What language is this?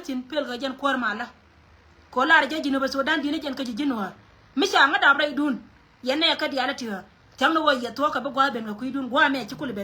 Nuer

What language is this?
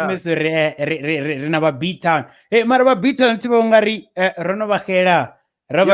Venda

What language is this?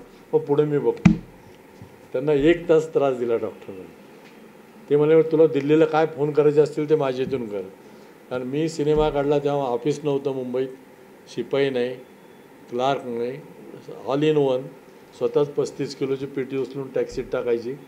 Marathi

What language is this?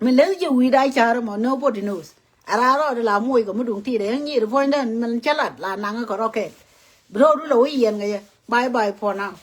Nuer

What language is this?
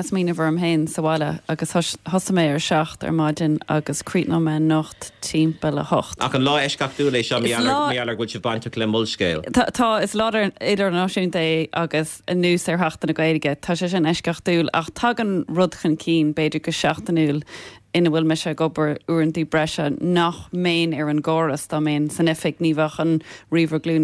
Irish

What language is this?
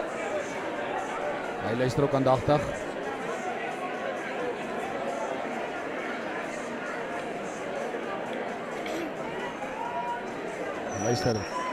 Afrikaans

